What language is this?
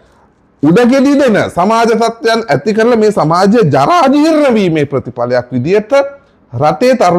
Sinhala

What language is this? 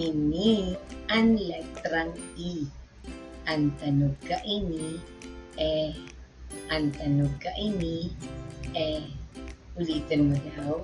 Bikol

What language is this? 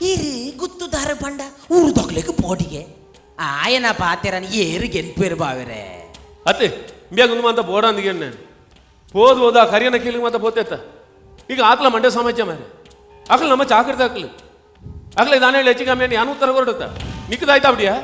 Tulu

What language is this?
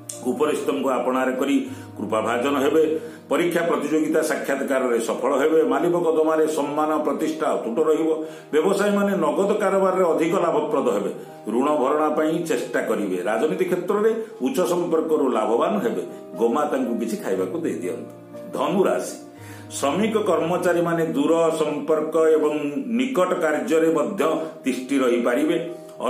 Odia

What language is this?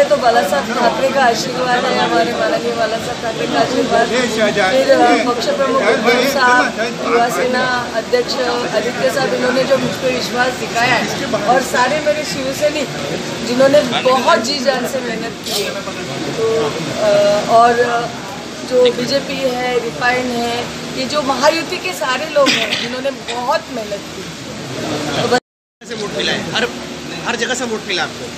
Hindi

